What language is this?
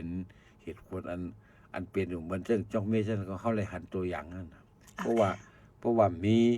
Shan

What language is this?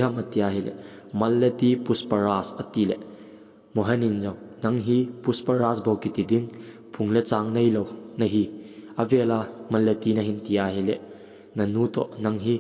Thado Chin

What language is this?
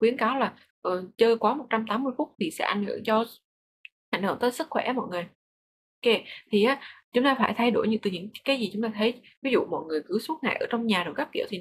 Vietnamese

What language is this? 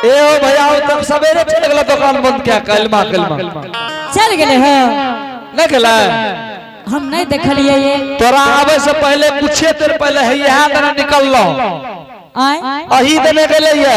Angika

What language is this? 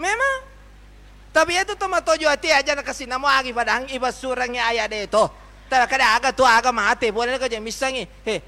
Buginese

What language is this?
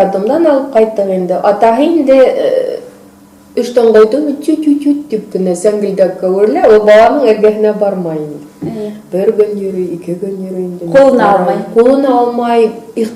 Bashkir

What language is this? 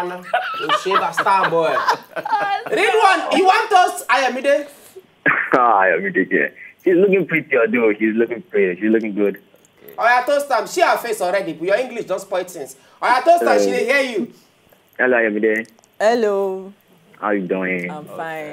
Nigerian Pidgin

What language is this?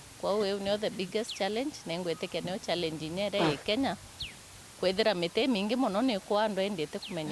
Meru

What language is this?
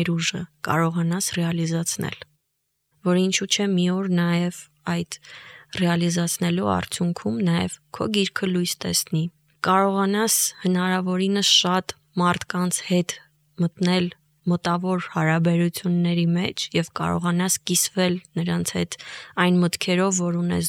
Armenian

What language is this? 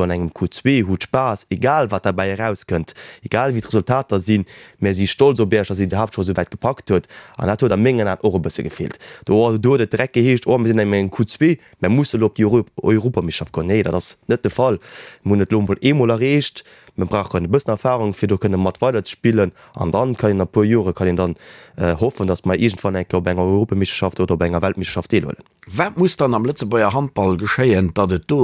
Luxembourgish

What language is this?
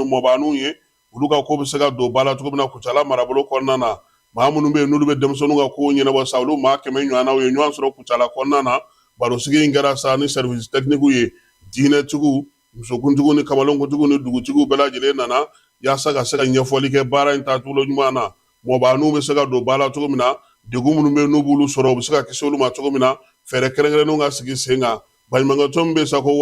Bambara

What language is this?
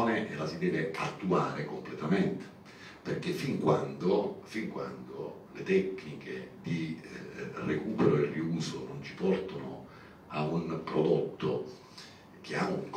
Italian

